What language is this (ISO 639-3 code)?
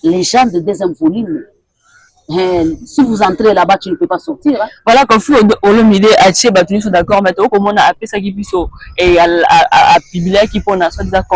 lin